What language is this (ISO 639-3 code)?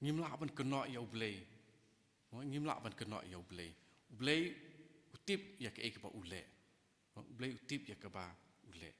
kha